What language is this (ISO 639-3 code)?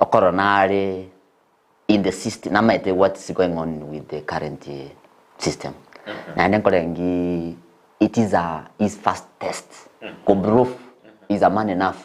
guz